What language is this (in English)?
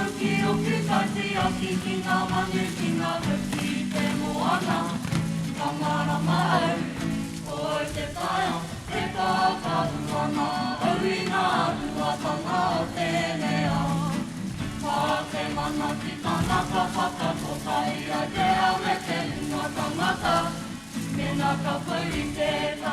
Māori